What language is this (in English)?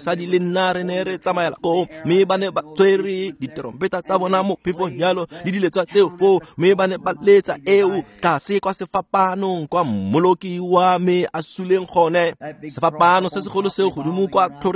Tswana